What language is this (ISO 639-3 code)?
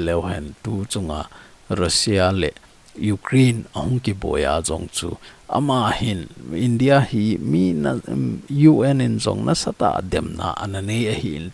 tcz